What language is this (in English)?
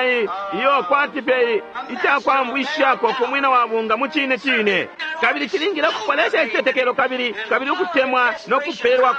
Bemba